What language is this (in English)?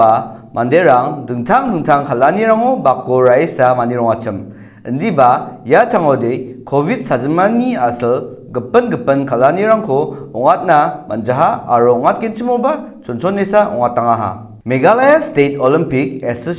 Garo